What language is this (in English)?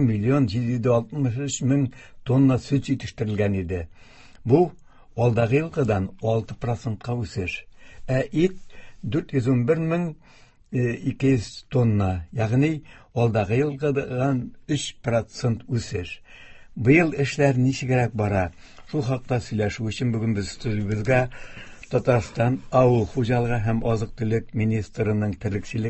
Tatar